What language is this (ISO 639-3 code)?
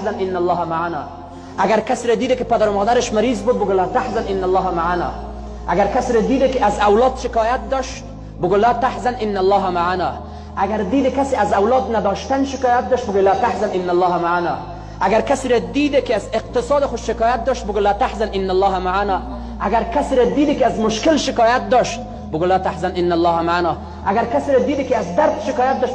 fas